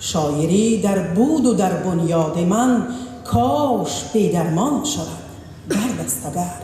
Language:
Tajik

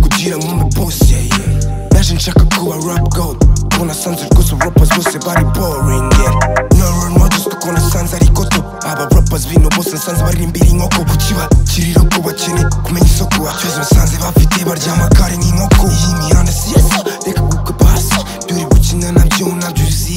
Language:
Kinyarwanda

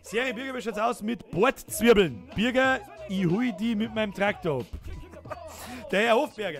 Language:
Bavarian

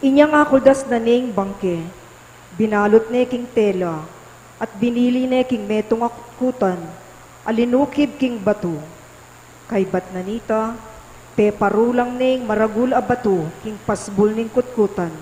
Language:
Pampanga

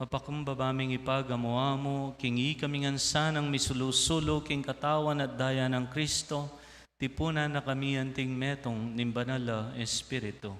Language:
Pampanga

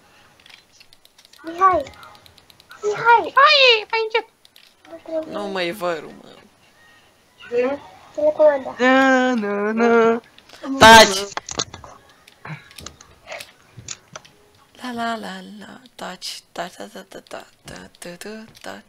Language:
Romanian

